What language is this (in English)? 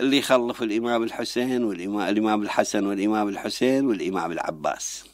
Mesopotamian Arabic